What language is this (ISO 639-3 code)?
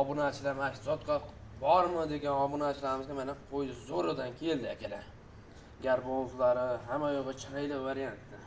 uzb